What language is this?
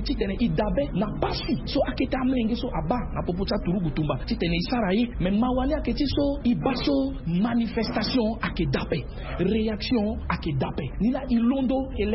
Sango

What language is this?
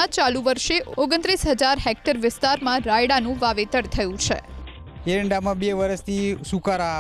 Gujarati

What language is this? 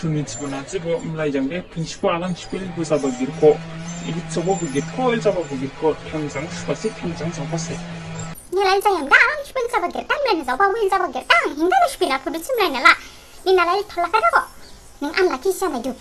Dimasa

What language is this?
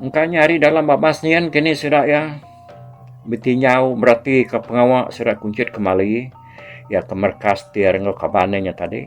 Iban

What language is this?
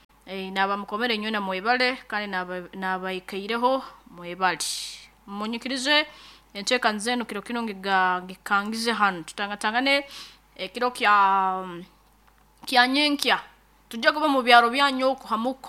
Nyoro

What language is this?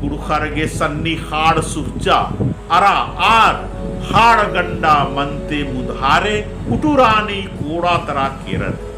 Kurukh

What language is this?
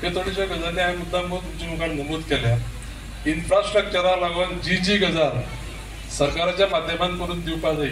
Konkani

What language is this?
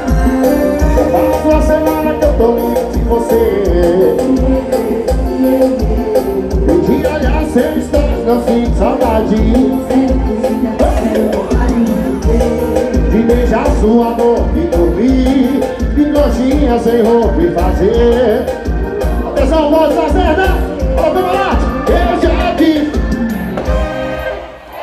Portuguese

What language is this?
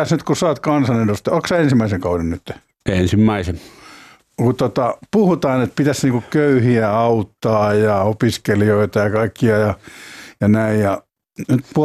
Finnish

